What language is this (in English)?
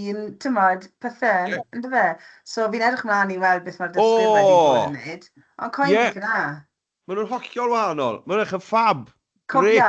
Welsh